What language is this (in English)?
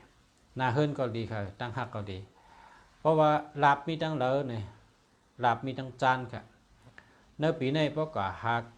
Shan